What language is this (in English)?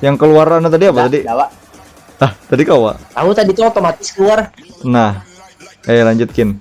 Banjar